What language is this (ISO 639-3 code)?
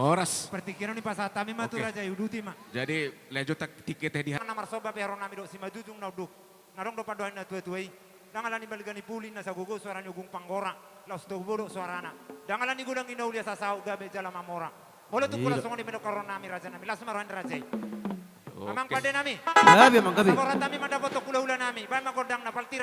bbc